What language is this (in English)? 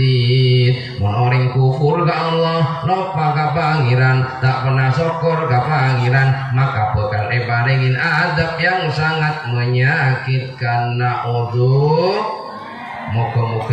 Madurese